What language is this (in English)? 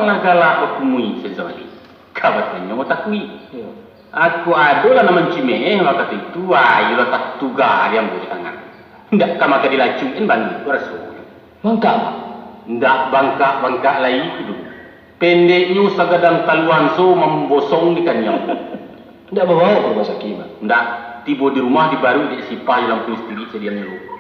Minangkabau